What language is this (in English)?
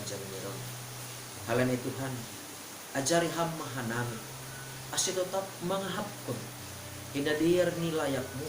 Batak Simalungun